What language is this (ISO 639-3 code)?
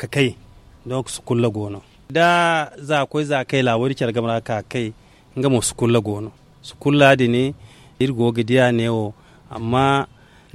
dje